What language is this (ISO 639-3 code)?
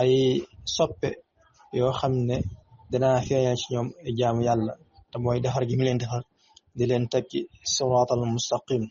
wol